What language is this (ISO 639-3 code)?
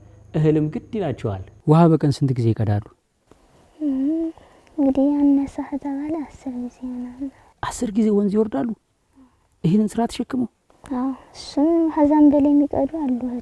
amh